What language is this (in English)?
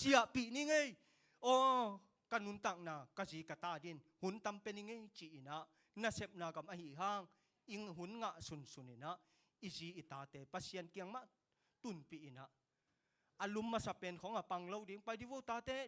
Tedim Chin